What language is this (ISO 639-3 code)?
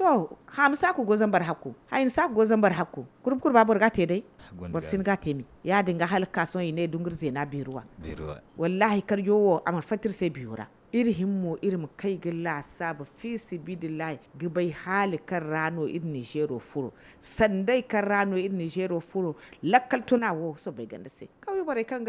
dje